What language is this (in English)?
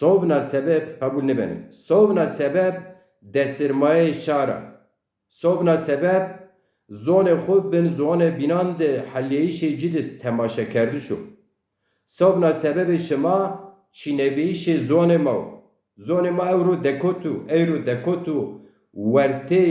Zaza